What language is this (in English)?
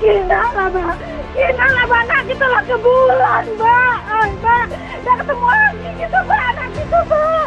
Musi